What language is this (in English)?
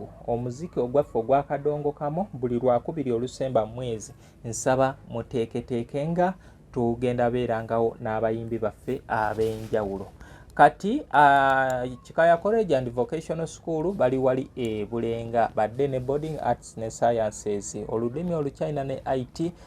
Ganda